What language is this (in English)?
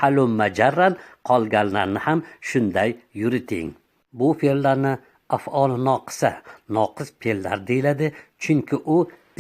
Uzbek